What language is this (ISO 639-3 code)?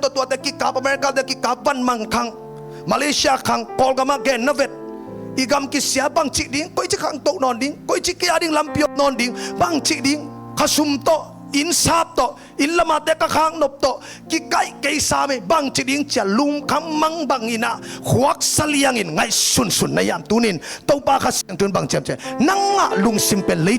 ctd